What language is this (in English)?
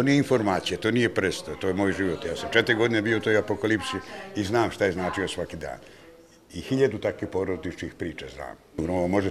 Bosnian